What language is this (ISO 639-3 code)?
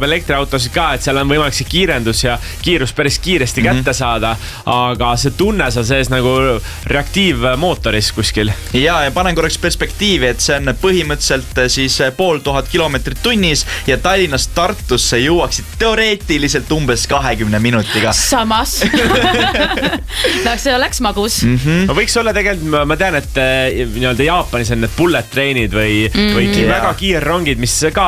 est